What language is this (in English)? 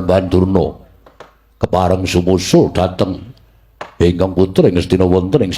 Javanese